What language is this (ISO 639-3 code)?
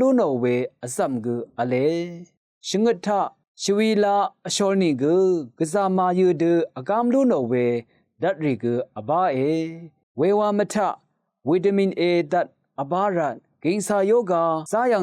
raw